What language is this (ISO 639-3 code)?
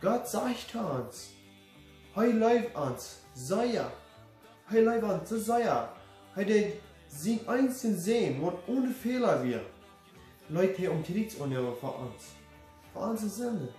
pdt